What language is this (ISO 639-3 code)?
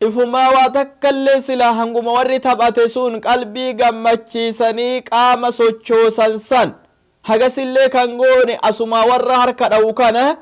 orm